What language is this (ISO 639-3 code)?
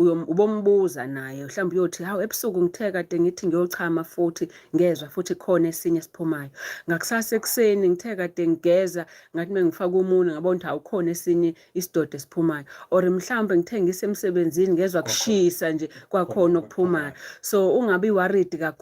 zul